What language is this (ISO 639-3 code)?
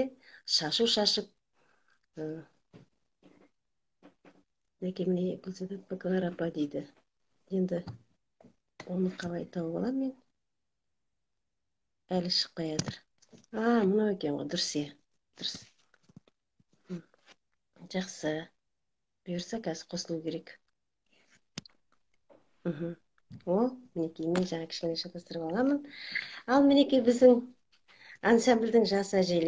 kaz